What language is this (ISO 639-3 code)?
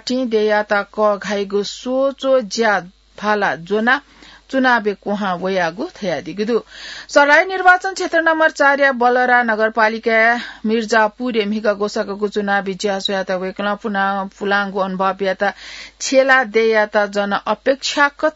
new